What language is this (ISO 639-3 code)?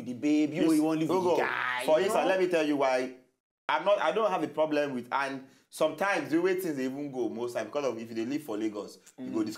pcm